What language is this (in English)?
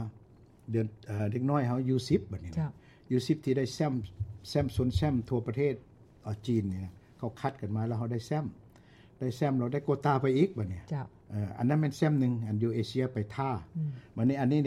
Lao